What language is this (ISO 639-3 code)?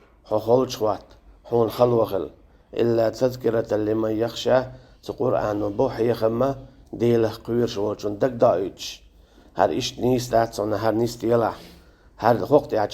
che